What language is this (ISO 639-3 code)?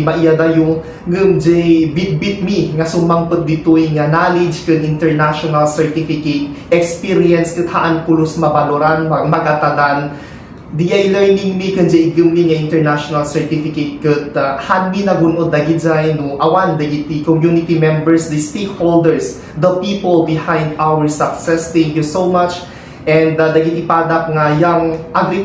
ilo